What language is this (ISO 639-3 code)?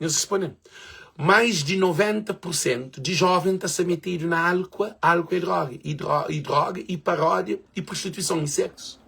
kea